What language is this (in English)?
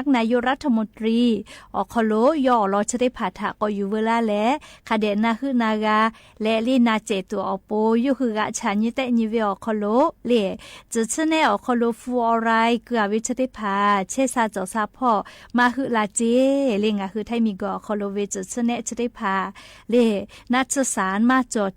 Lahu